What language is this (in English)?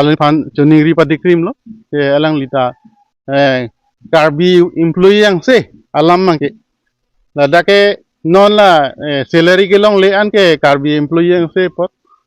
Karbi